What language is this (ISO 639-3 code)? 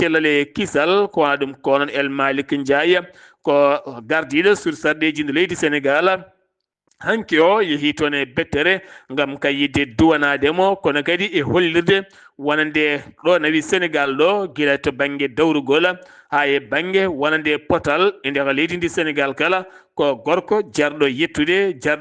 ful